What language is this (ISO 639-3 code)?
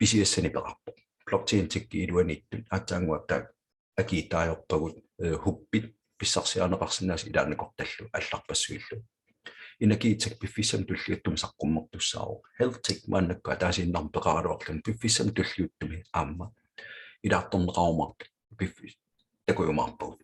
kal